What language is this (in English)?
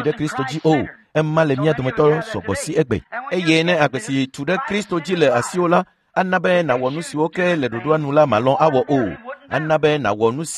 Ewe